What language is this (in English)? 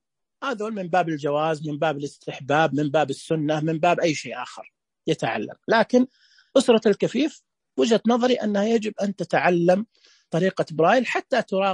Najdi Arabic